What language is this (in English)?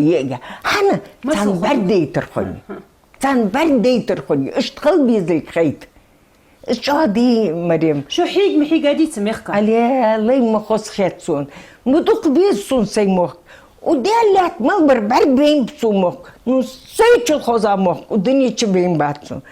Ingush